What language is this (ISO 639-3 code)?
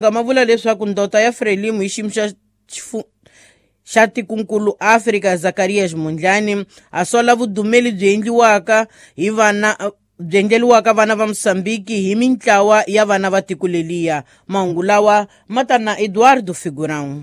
tso